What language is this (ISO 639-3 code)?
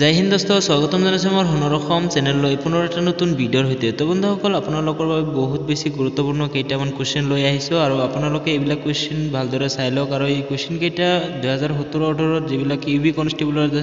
asm